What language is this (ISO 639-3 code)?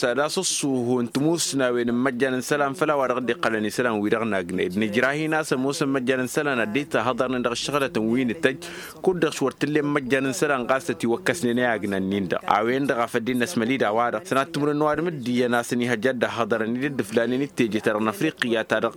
taq